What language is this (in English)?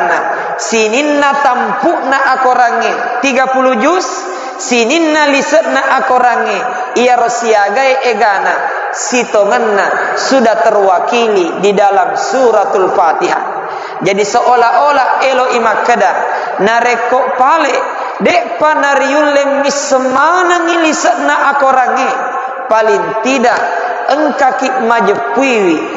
Buginese